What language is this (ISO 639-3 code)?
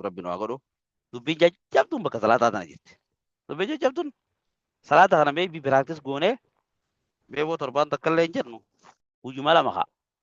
orm